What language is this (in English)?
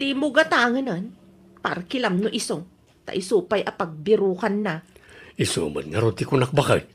Iloko